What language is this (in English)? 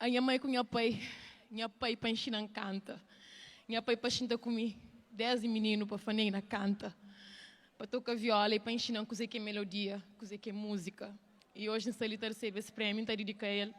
Kabuverdianu